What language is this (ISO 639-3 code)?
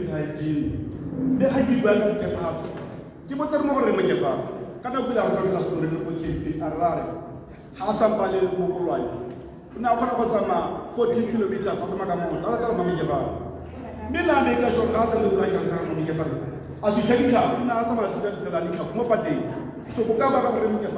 tsn